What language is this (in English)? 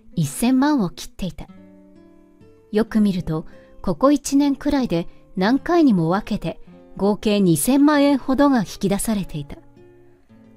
Japanese